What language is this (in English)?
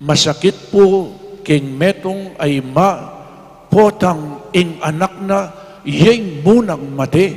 Pampanga